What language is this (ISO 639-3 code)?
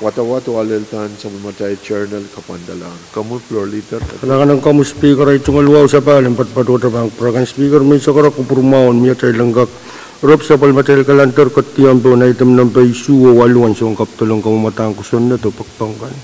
pon